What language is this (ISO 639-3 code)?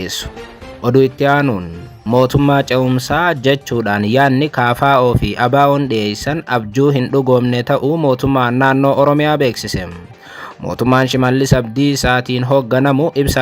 orm